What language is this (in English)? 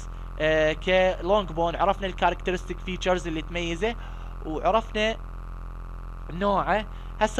Mesopotamian Arabic